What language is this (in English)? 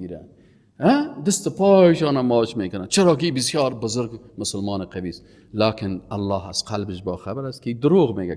Persian